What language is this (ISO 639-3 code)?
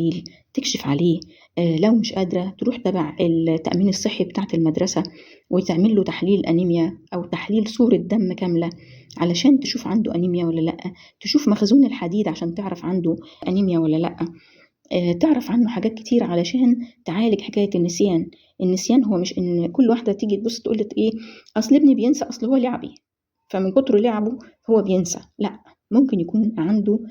arz